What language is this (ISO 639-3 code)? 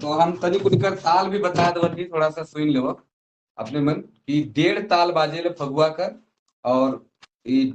sck